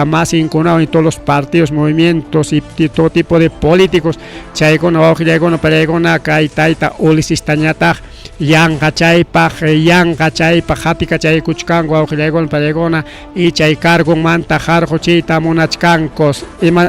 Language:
Ayacucho Quechua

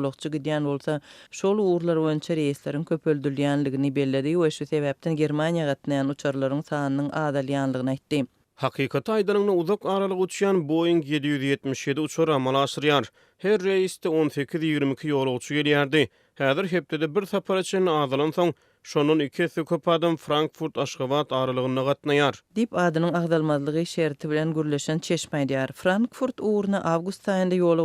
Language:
Turkmen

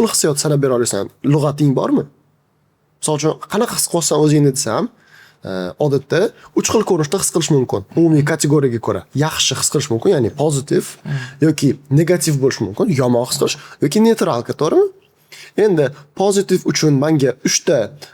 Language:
Uzbek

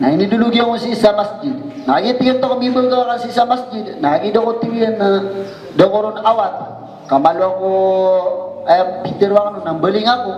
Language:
Maranao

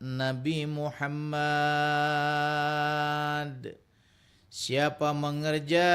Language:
Banjar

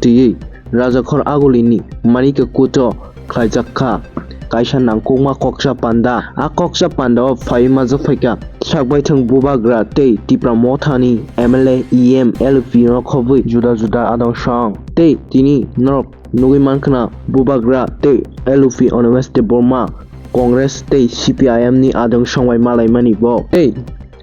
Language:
Kok Borok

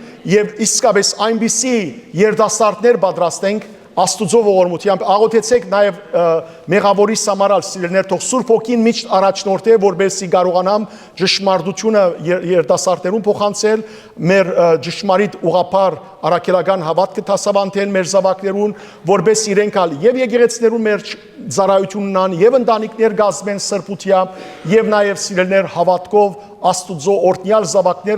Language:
Western Armenian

